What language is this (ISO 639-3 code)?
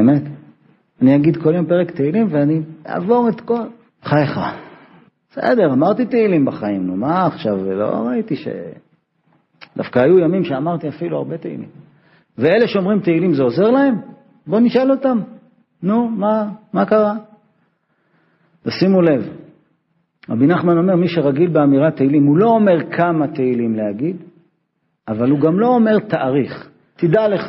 heb